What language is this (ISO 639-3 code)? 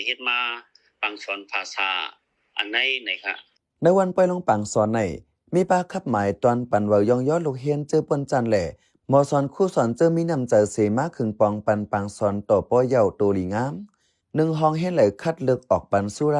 shn